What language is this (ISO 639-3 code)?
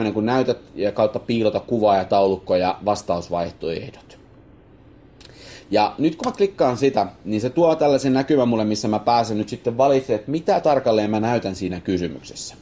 fin